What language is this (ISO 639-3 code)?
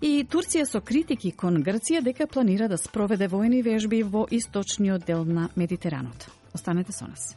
mkd